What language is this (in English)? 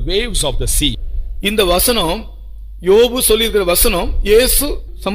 Tamil